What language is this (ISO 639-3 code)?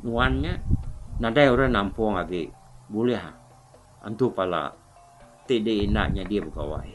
iba